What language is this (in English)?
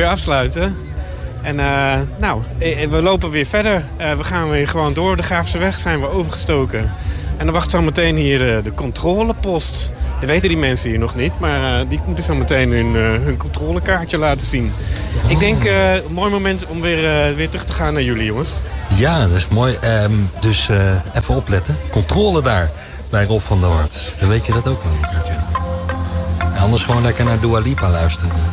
Dutch